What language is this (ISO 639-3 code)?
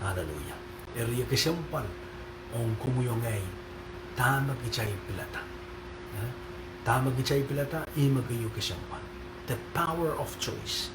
pon